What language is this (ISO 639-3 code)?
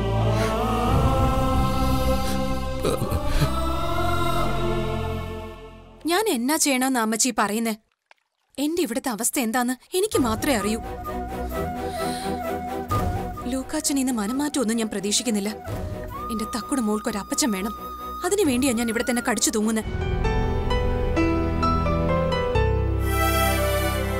mal